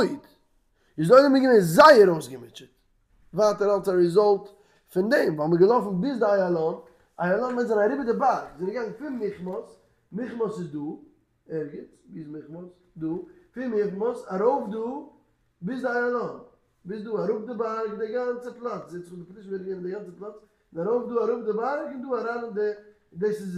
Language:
Yiddish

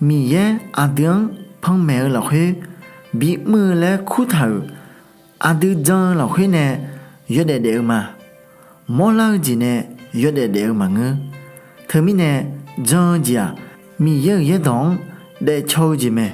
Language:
Akha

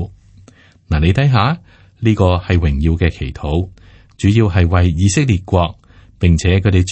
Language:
Cantonese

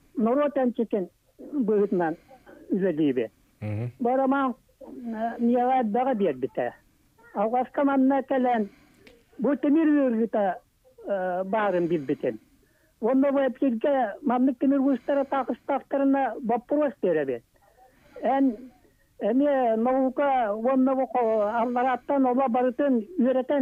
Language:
Yakut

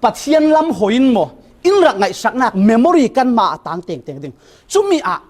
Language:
Falam Chin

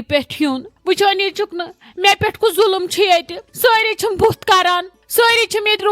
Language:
Kashmiri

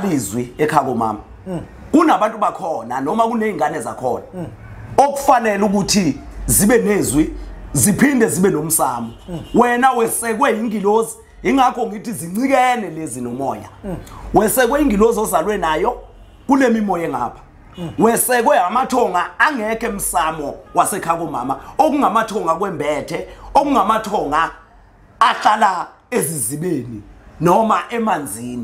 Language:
Zulu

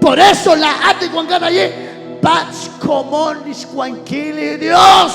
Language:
Kekchí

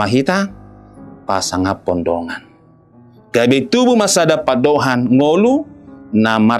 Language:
Batak Toba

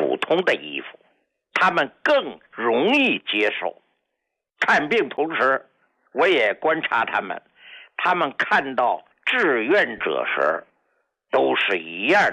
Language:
Chinese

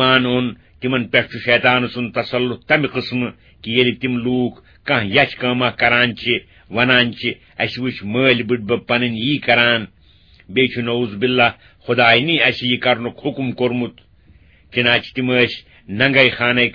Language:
Kashmiri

